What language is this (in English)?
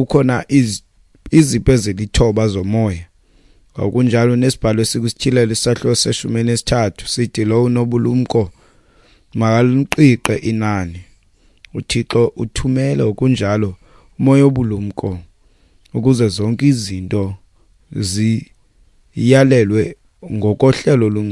Xhosa